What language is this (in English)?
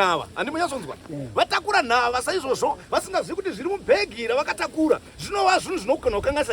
Shona